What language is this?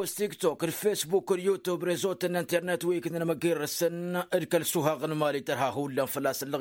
Tamasheq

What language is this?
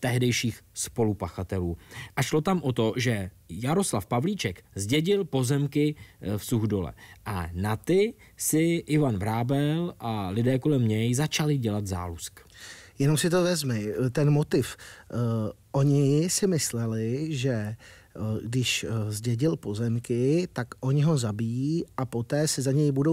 Czech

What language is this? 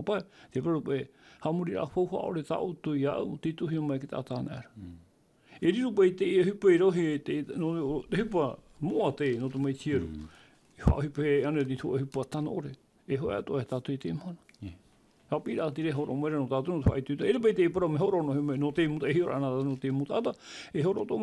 Tahitian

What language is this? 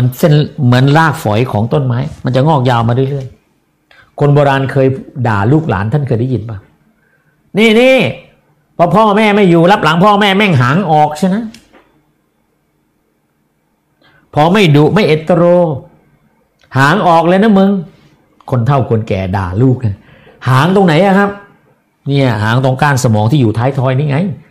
Thai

